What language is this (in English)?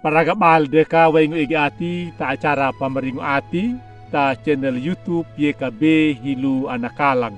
Anakalangu